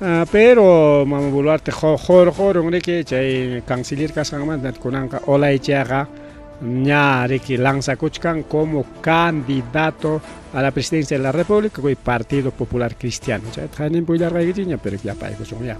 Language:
Ayacucho Quechua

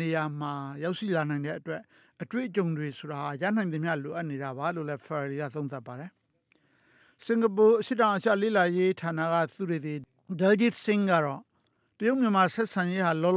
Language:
Burmese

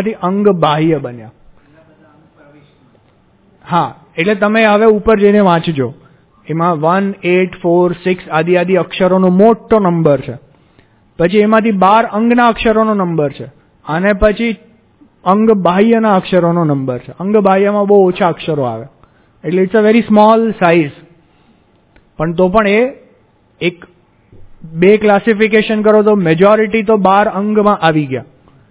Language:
Gujarati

